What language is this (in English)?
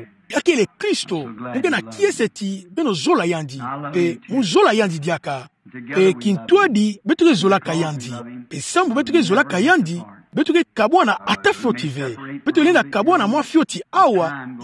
Kituba (Democratic Republic of Congo)